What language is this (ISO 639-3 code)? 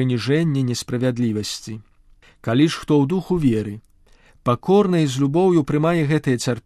bel